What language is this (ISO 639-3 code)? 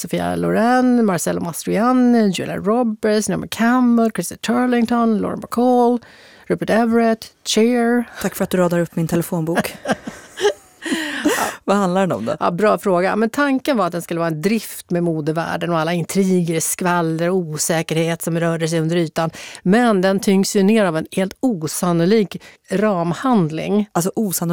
swe